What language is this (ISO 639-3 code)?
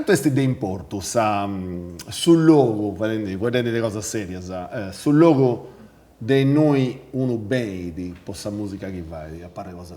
srd